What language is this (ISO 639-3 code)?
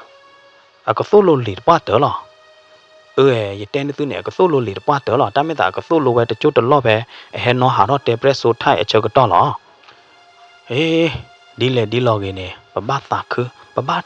ksw